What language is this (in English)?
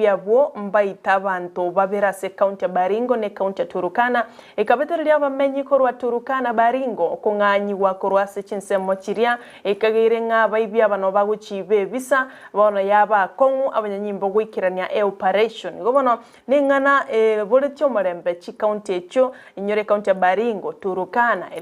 Gusii